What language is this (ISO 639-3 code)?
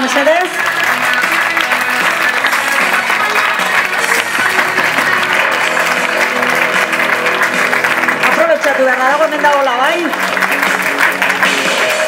eus